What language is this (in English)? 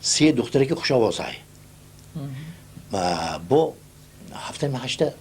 Tajik